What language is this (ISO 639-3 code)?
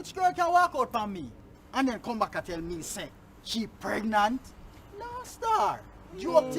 jam